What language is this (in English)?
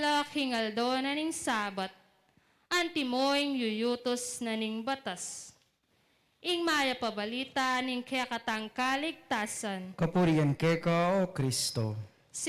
Pampanga